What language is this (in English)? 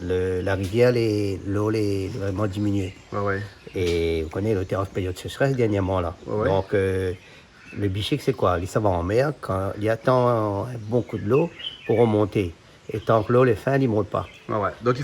Réunion Creole French